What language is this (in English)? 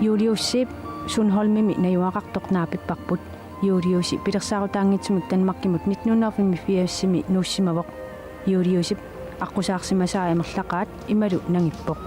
Kalaallisut